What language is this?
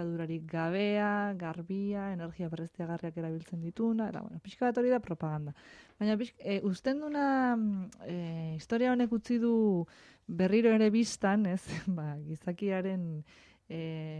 Basque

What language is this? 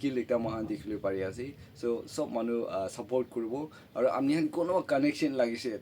Naga Pidgin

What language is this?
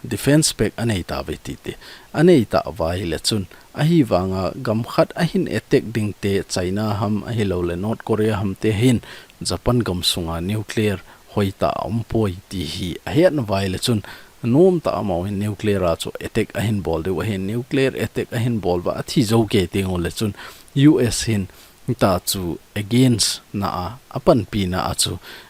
Thado Chin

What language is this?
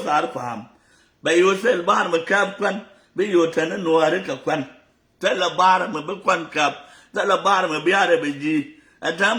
Nuer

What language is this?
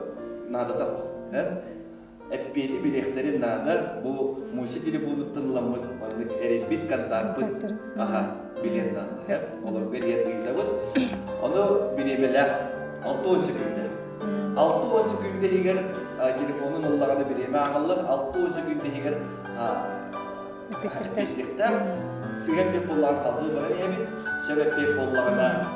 Yakut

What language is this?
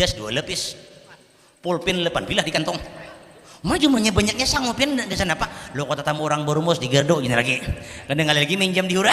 Banjar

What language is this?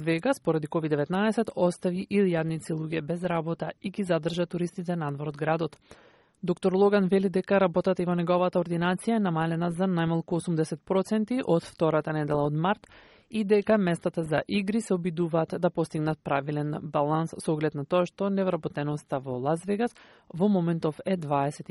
Macedonian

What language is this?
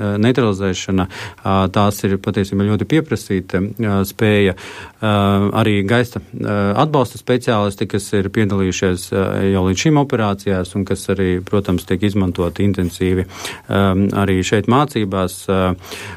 Latvian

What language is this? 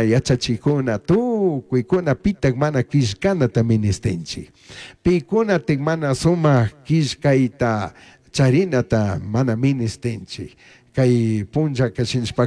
Chimborazo Highland Quichua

